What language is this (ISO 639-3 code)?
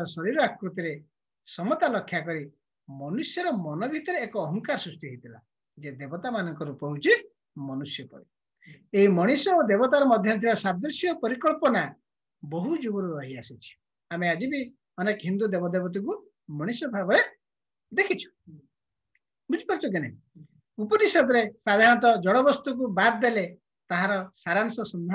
ori